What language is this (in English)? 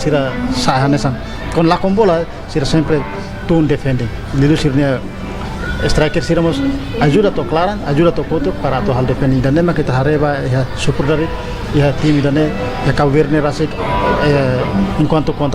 Tetum